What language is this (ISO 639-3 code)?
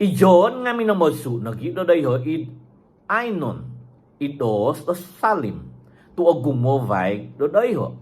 dtp